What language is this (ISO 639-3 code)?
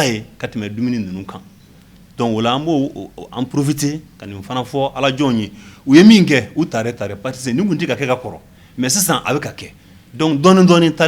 bam